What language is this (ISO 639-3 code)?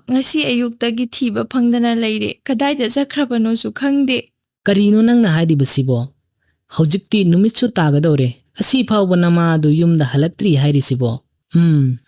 mni